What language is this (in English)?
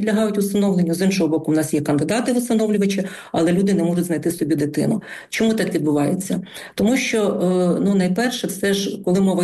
Ukrainian